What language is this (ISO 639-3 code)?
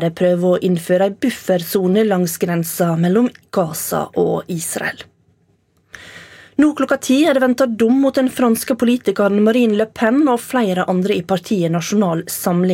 nor